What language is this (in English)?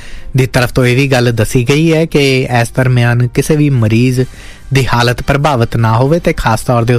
Punjabi